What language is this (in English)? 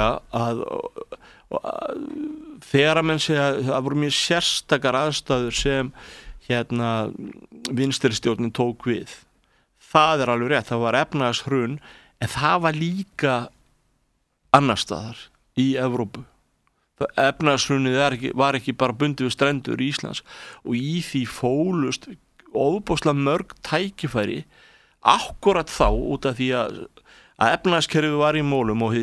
Icelandic